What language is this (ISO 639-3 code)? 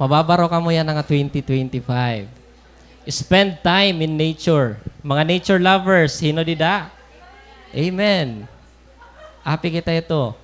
war